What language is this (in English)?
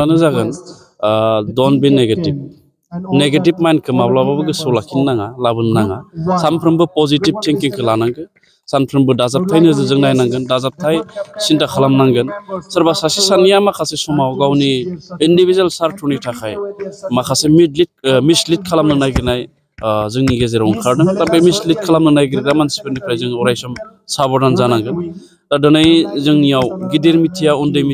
Bodo